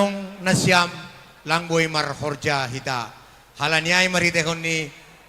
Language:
Batak Simalungun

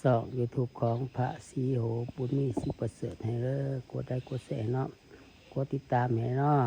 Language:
Lao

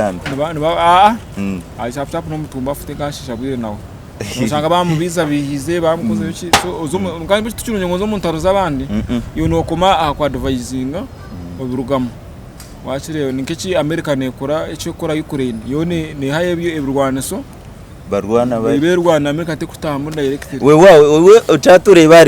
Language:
Nyankole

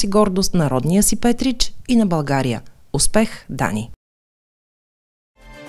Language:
Bulgarian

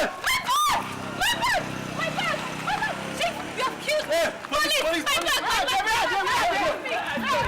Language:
Nigerian Pidgin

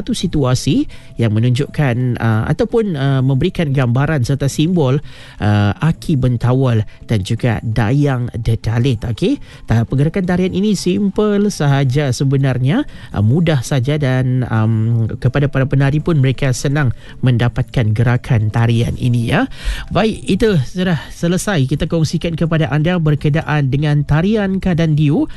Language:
Malay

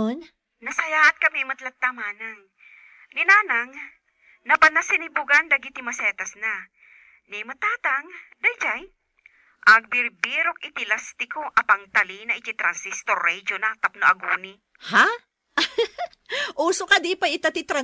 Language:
Iloko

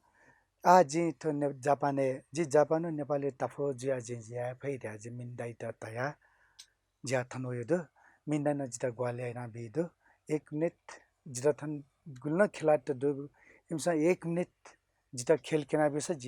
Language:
Newari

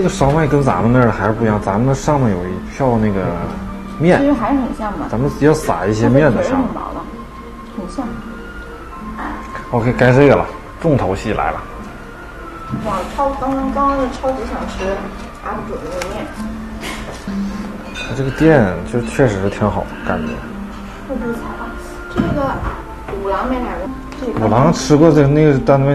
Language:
Chinese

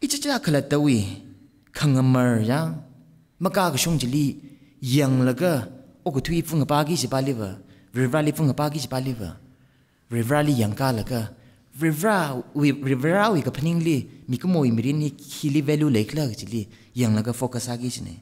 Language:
Tangkhul Naga (India)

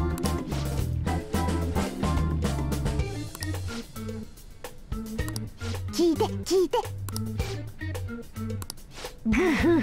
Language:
Japanese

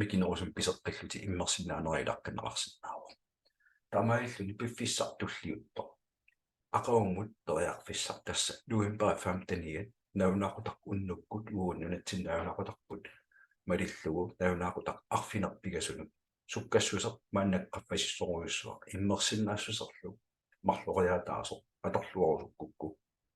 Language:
Kalaallisut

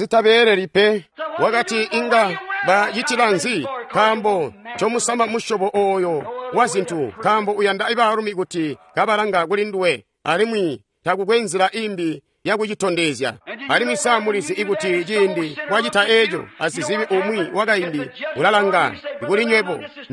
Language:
Tonga (Zambia)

